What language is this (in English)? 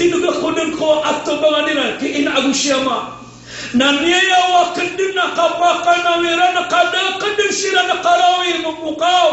Maranao